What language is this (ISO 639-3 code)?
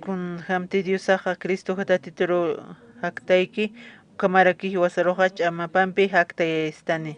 aym